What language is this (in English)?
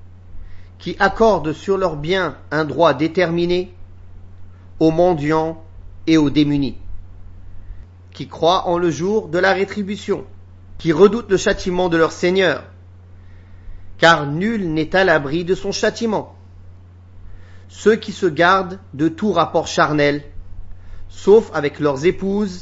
French